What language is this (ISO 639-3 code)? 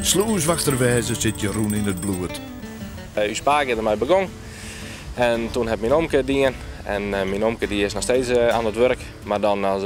fry